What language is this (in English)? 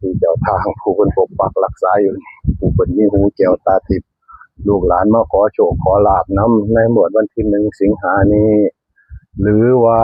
Northeastern Thai